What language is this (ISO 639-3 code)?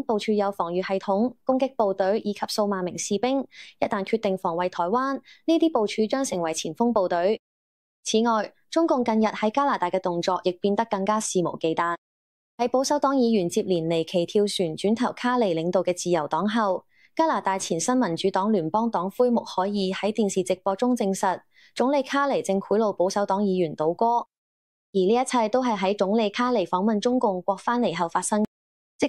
yue